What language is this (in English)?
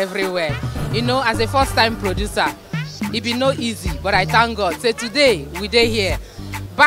Nigerian Pidgin